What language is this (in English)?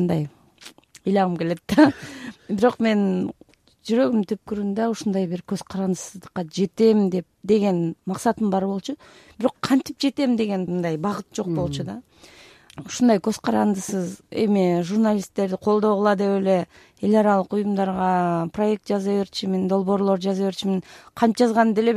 Kyrgyz